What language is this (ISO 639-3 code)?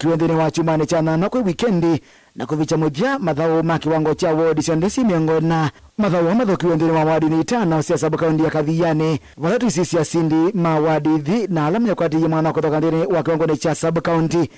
kam